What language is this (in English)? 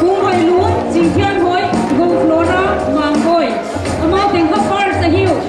Paite Chin